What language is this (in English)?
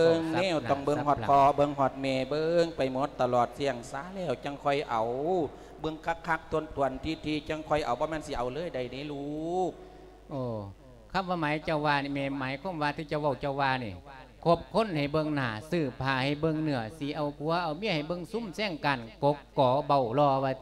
Lao